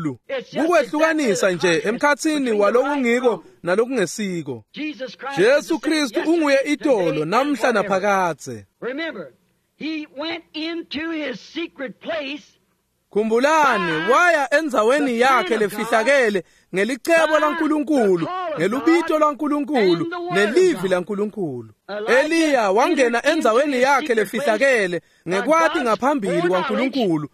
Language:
Swati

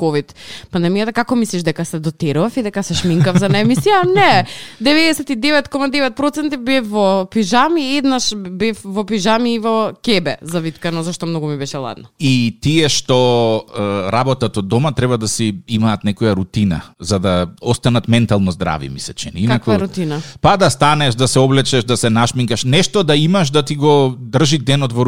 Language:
Macedonian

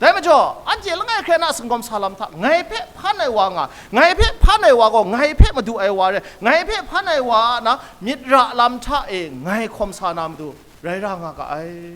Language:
Kachin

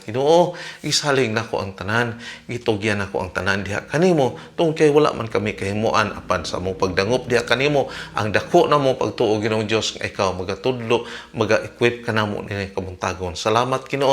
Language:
Cebuano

